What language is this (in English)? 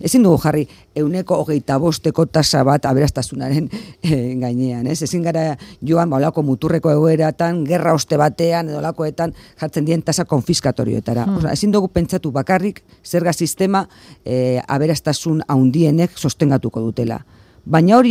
Basque